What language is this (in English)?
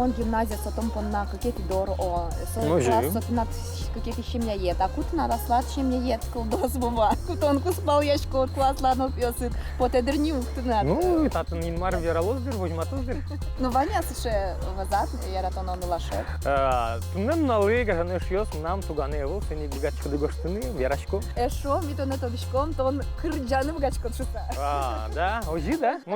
Udmurt